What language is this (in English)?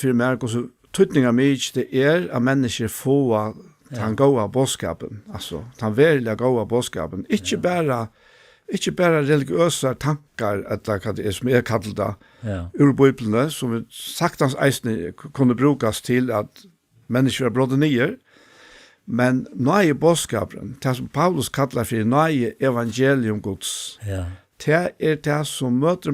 Faroese